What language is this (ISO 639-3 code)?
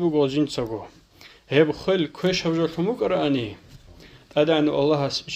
ava